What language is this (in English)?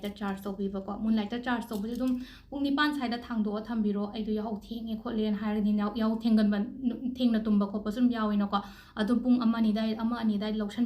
Manipuri